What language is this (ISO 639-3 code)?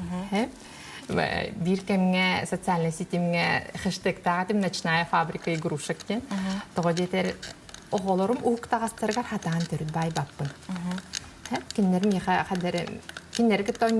sah